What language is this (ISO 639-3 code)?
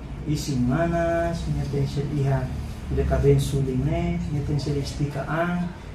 tet